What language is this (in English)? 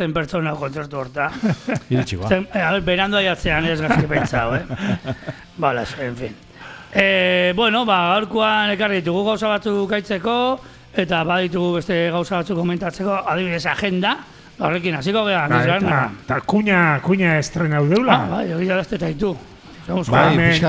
Basque